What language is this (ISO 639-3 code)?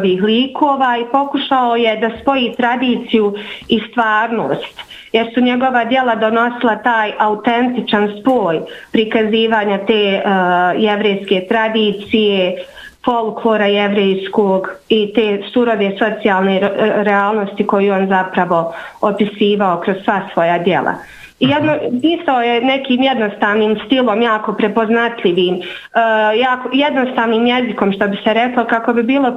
bos